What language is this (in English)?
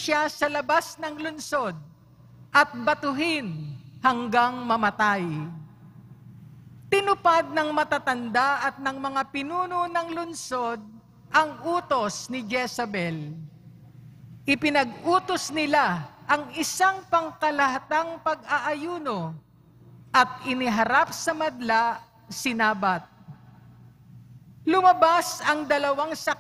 Filipino